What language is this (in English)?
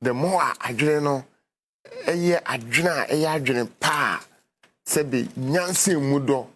Akan